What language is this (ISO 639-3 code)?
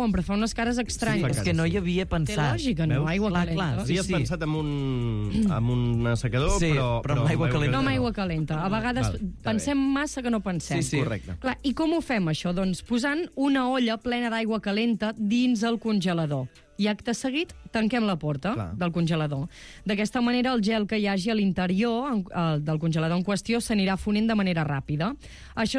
cat